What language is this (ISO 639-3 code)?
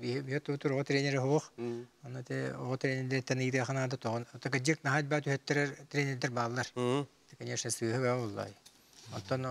sah